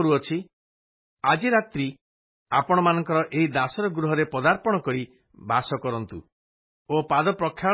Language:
Odia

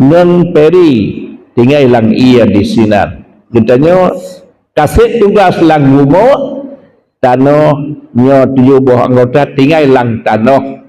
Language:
Achinese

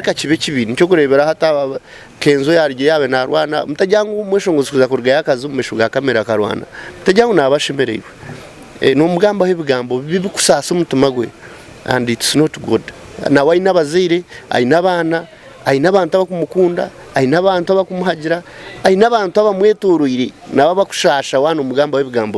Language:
Nyankole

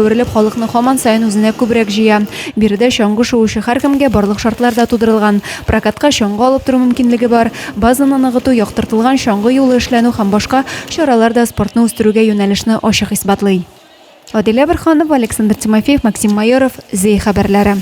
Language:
Tatar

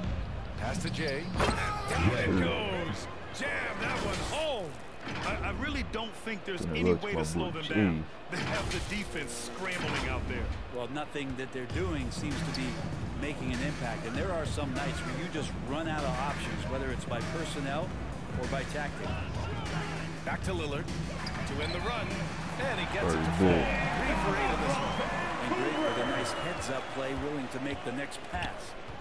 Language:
English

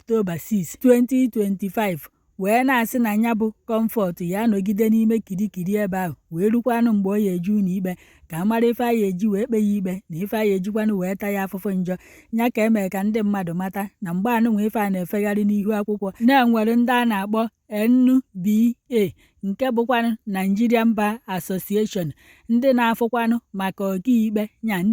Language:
Igbo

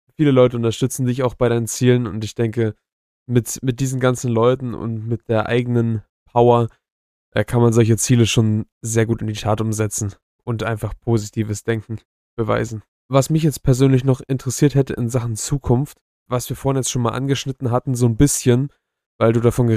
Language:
German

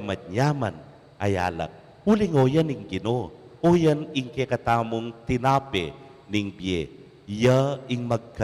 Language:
Pampanga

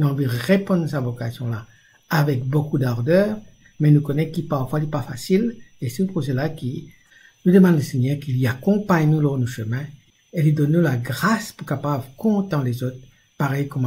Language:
Morisyen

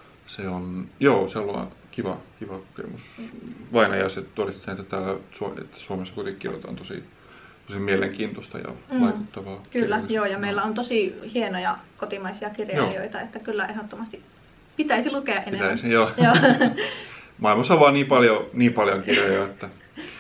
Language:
Finnish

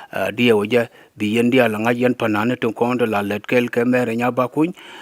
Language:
Nuer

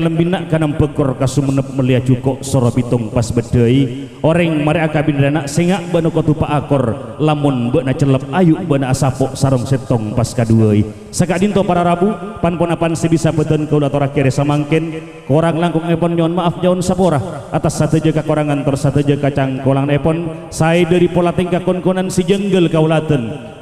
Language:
Madurese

